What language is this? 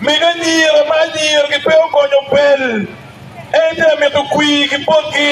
Acoli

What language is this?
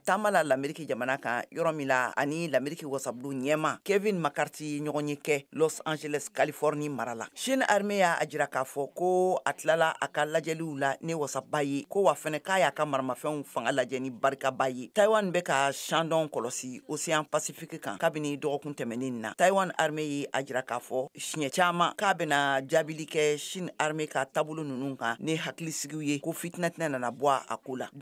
Bambara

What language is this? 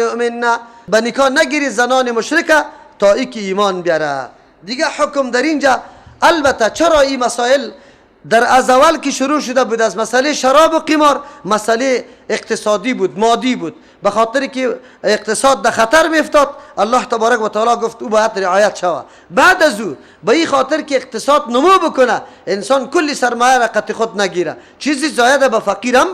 Persian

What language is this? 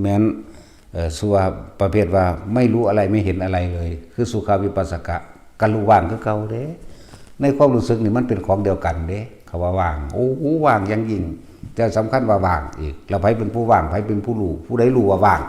Northeastern Thai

